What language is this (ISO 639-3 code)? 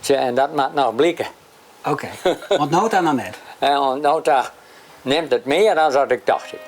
fry